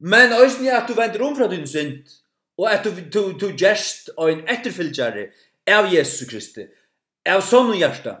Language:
Faroese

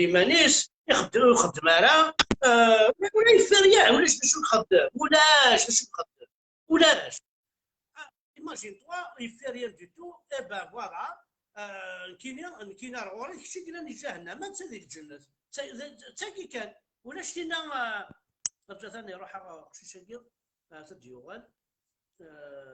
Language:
Kabyle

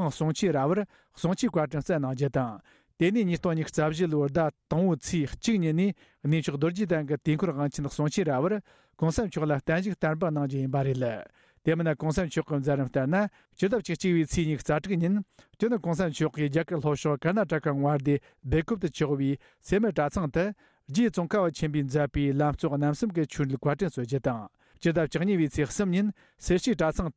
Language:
Tibetan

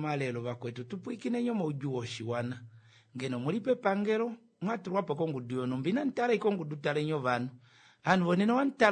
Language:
Kuanyama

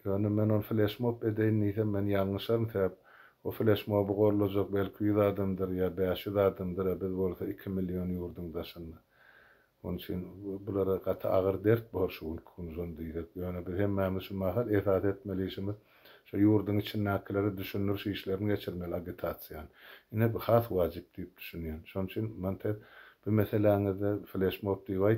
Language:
Turkmen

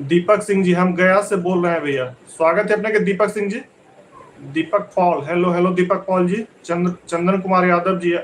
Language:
Magahi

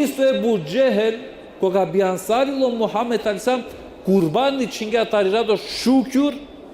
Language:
Balkan Romani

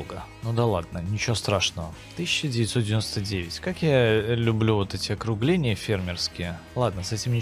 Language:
Russian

